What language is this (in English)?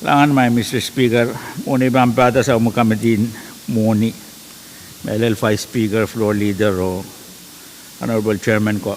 Pohnpeian